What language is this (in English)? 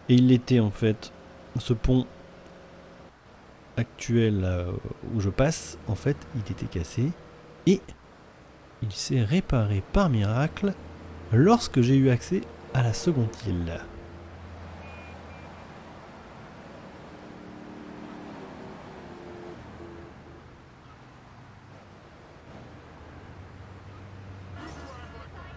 French